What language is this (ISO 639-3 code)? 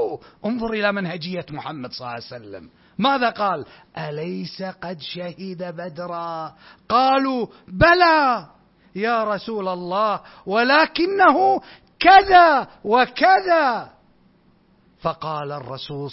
ara